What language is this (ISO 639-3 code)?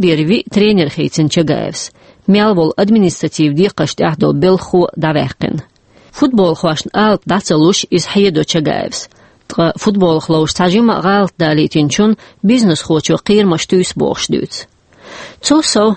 che